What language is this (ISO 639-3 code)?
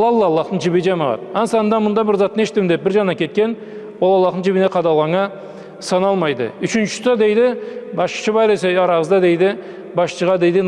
krc